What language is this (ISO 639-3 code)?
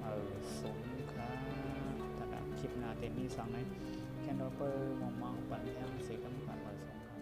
shn